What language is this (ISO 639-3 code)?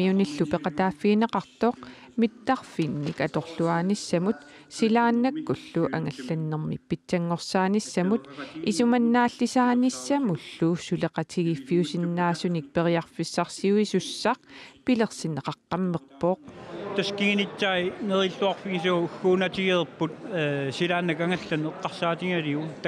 kal